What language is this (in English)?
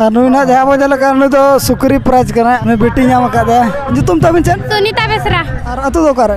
Santali